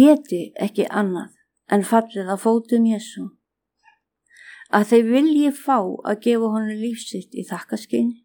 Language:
Icelandic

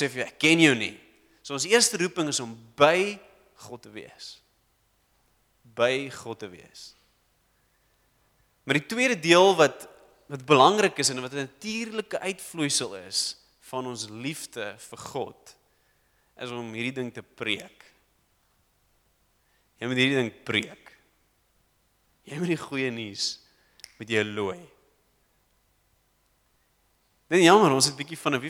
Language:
Afrikaans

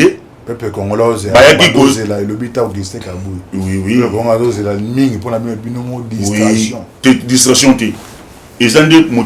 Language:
Lingala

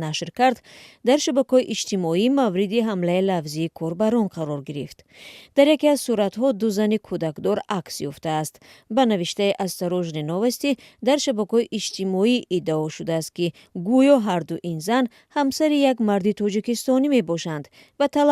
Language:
Tajik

